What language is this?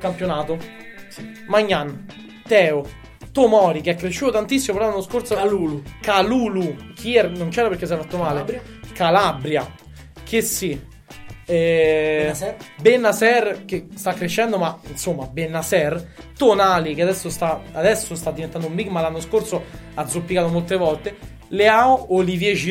Italian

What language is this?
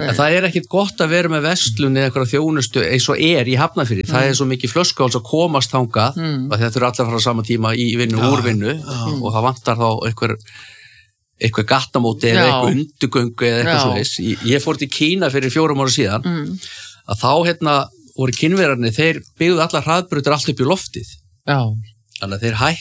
Icelandic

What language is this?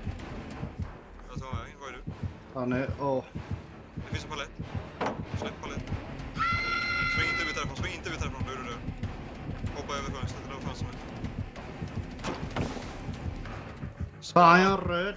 Swedish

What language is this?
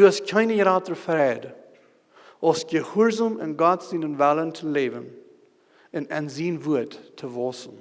Plautdietsch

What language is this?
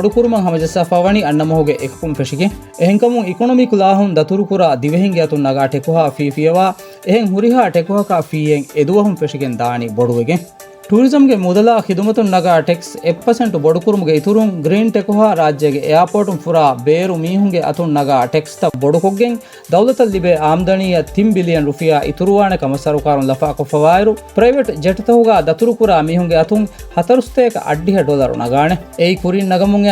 Divehi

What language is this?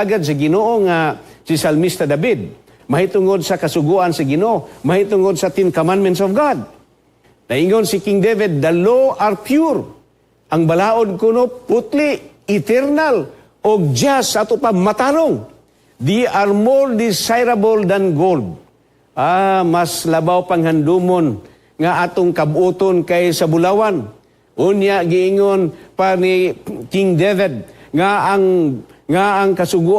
Cebuano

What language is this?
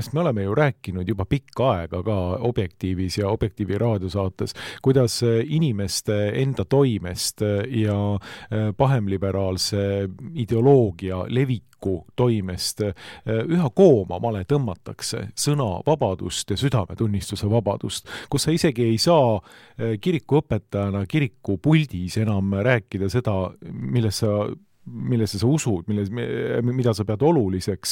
Estonian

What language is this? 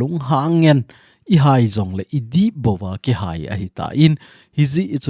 Thado Chin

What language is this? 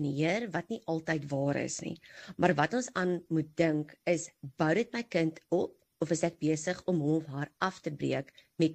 Afrikaans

